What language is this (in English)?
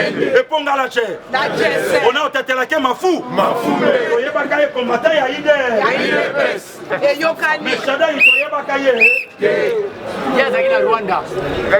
Lingala